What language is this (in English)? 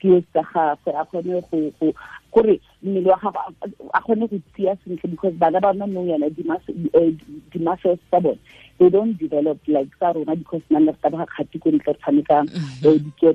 Tswana